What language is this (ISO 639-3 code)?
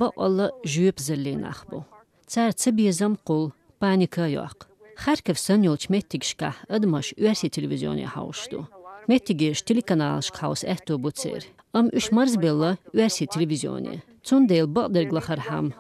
che